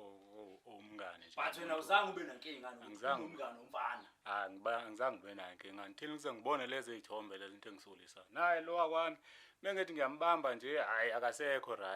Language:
Zulu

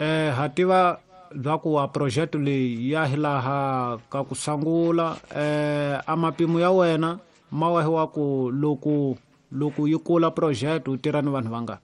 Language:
Tsonga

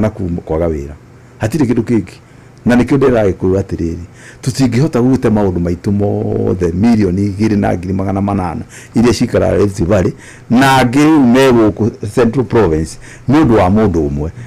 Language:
Kikuyu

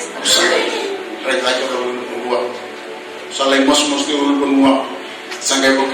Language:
Fijian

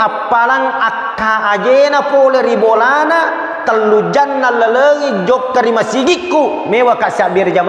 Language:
Buginese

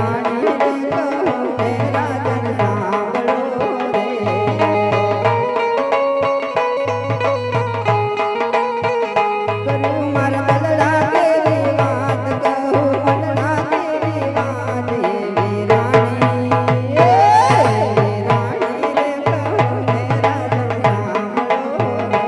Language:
Gujarati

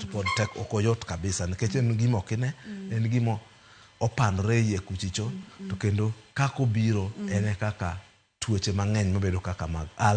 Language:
Luo (Kenya and Tanzania)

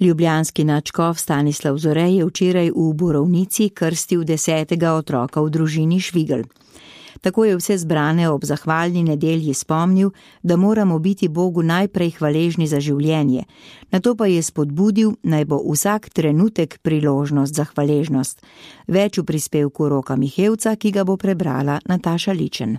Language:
Slovenian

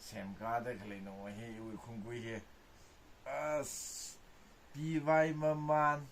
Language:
Tangkhul Naga (India)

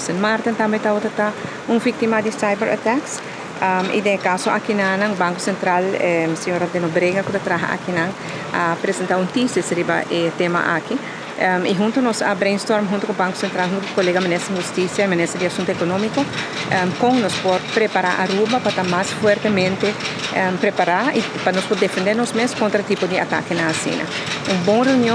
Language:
Papiamento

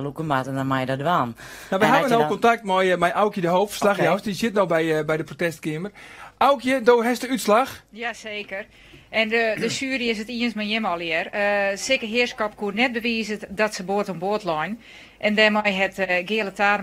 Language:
Western Frisian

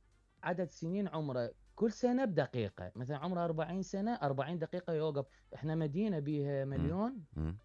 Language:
Mesopotamian Arabic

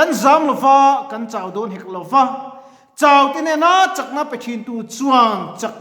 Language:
Mizo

